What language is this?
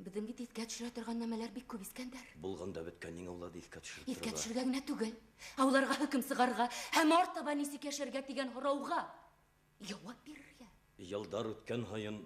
Bashkir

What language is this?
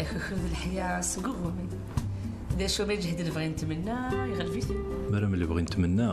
Kabyle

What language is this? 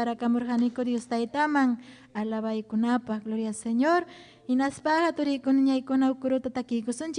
Ayacucho Quechua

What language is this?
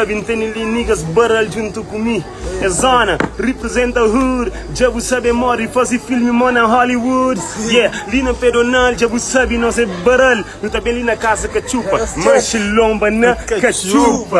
Kabuverdianu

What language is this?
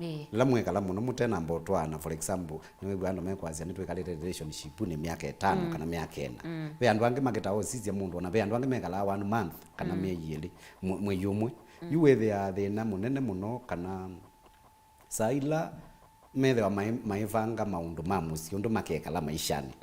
Kamba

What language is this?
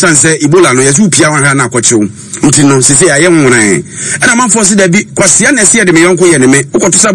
Akan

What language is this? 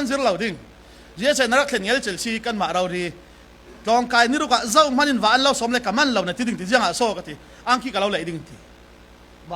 Falam Chin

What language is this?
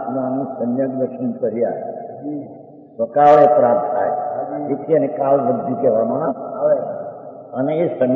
Gujarati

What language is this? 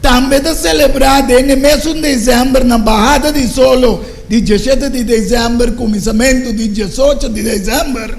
Papiamento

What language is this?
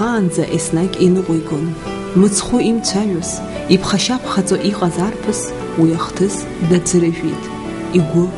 Abkhazian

